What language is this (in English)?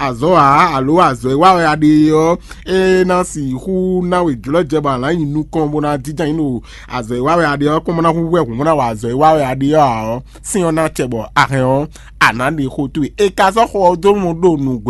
Fon